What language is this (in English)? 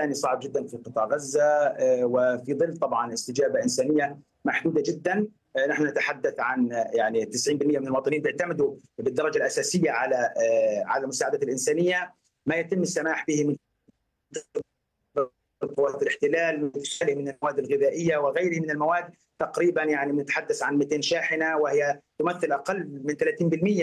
Arabic